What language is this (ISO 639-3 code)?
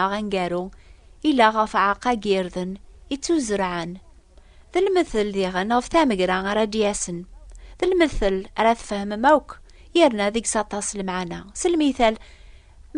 kab